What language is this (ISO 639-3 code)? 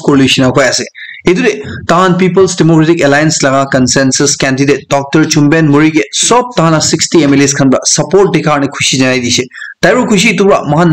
nag